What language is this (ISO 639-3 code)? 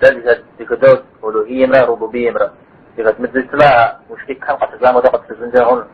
kbd